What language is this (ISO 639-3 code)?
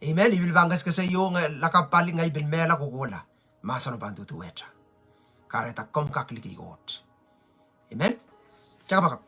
pon